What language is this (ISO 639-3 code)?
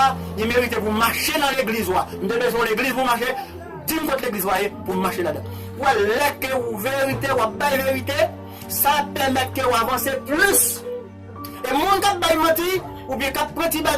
hat